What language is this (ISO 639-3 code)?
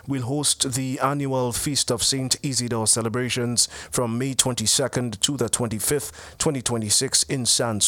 eng